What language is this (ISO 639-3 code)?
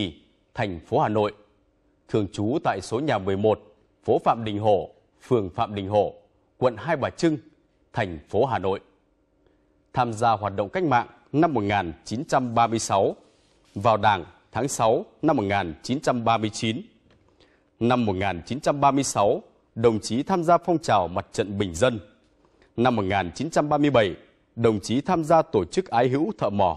vie